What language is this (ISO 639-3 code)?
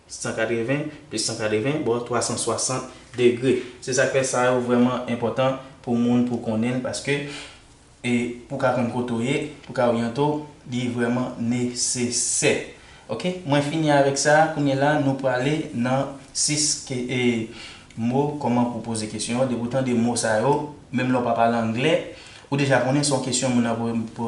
hat